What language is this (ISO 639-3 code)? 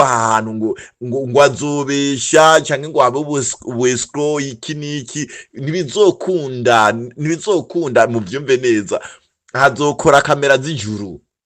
run